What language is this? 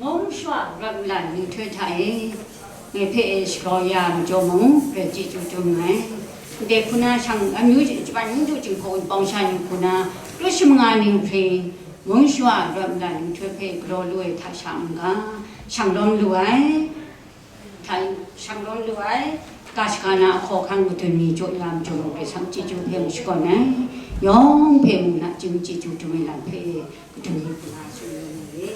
Kachin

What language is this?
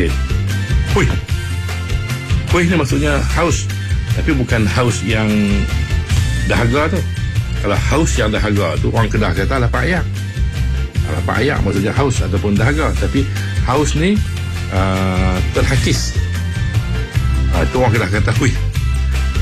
Malay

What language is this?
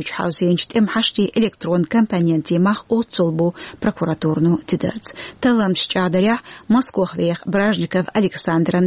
Chechen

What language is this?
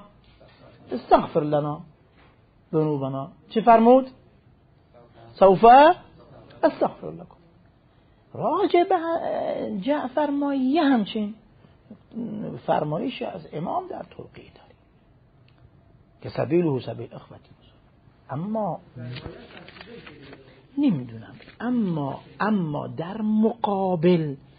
Persian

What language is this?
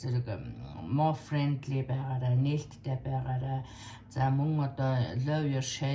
Mongolian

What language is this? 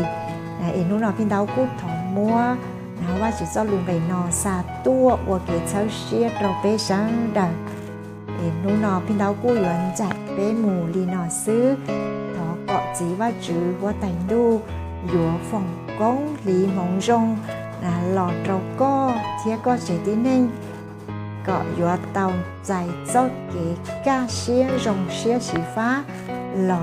Hmong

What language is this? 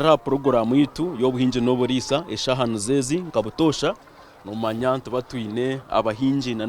Nyankole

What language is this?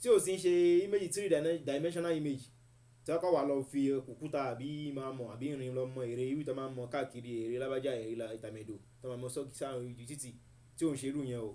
Yoruba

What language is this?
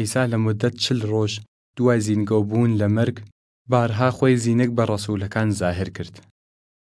Southern Kurdish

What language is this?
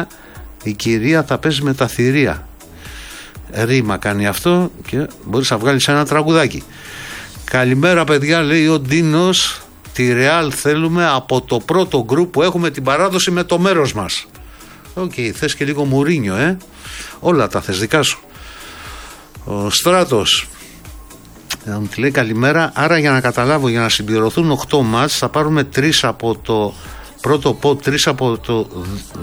Greek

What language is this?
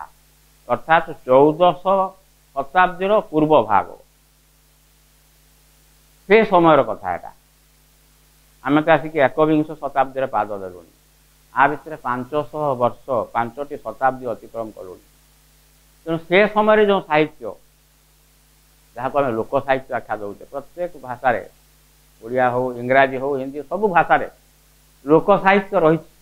Odia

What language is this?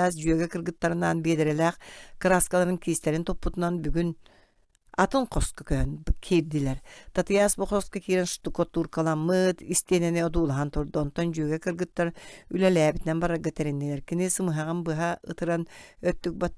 Yakut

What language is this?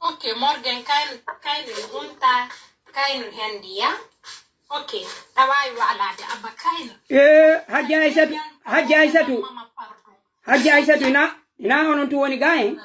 Pular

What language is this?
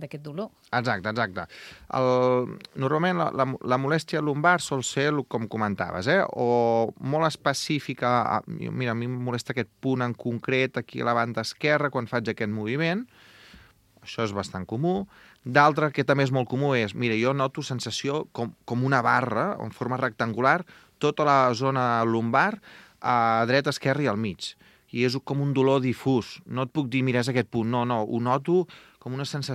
Catalan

